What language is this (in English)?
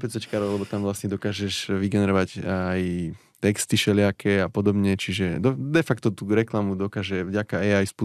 Slovak